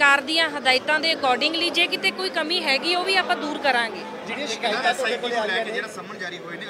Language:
Punjabi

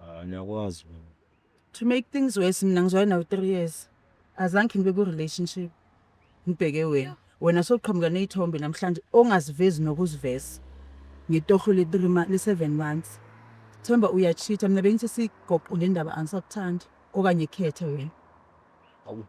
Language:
Zulu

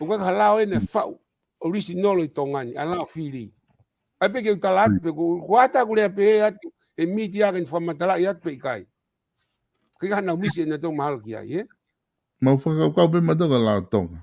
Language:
Tongan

